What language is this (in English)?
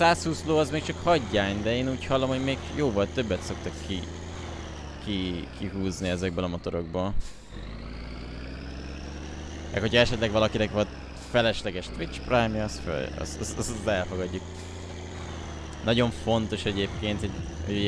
Hungarian